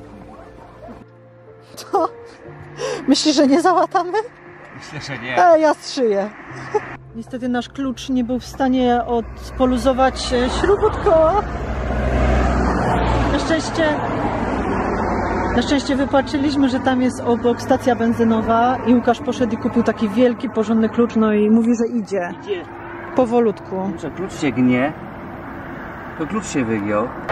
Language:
Polish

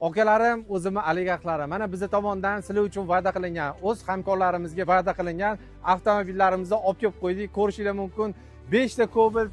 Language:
Uzbek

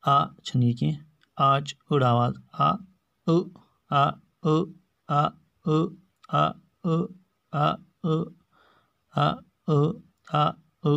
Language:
Kashmiri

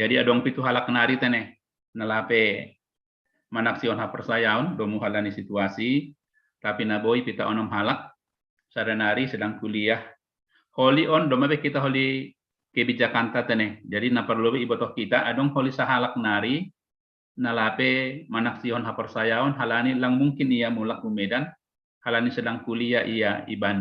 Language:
Batak Simalungun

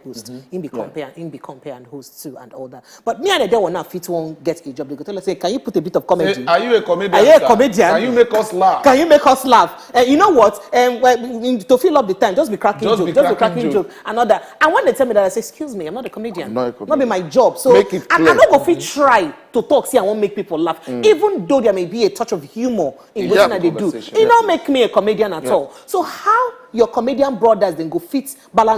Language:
Nigerian Pidgin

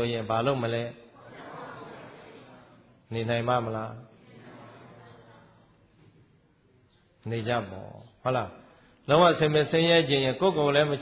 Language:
Burmese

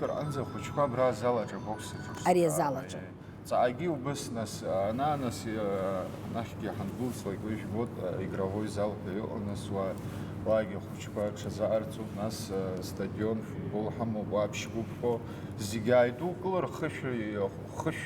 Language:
Abkhazian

